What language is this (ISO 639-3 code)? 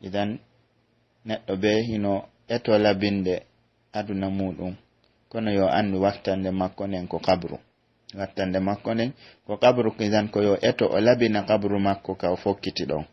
fuf